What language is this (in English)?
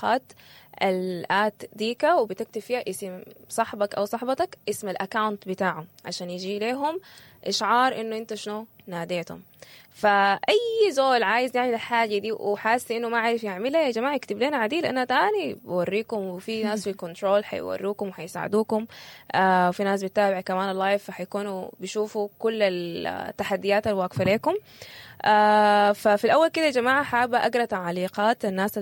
Sudanese Arabic